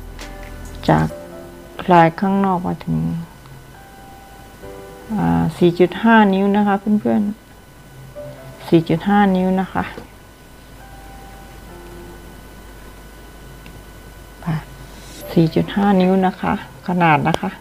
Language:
Thai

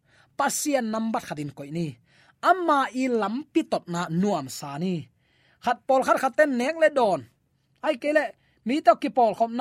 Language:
Tedim Chin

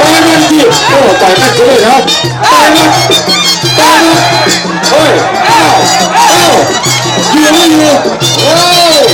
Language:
Lao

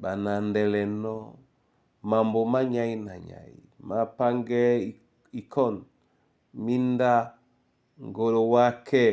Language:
Duala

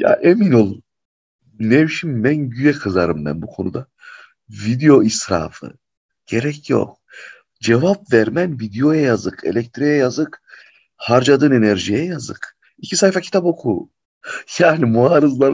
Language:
Turkish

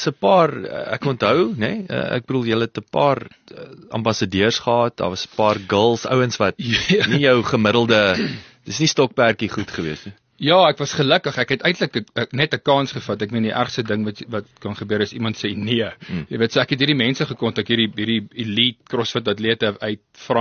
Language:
Afrikaans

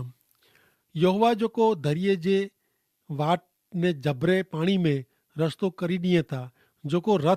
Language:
Kachhi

